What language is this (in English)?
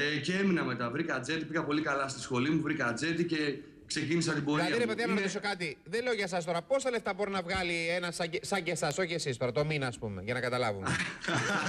Greek